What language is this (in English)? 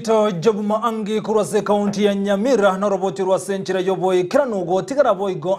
Gusii